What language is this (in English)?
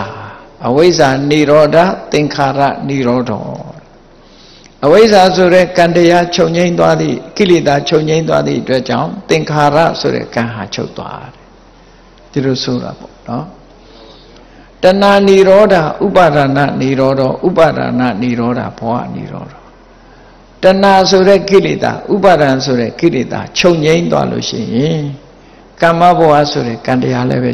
Burmese